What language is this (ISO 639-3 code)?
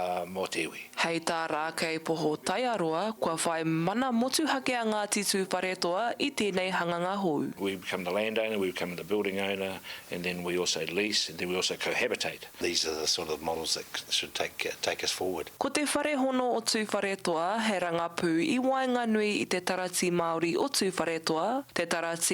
mri